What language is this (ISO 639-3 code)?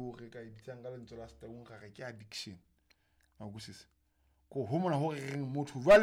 sot